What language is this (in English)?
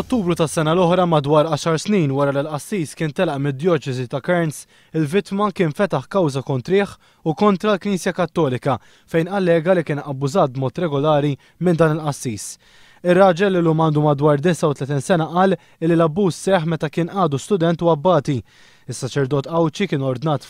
Maltese